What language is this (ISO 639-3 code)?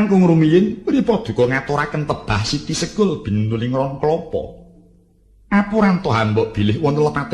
jav